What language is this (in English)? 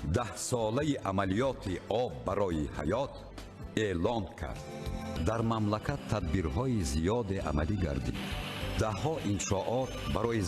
Tajik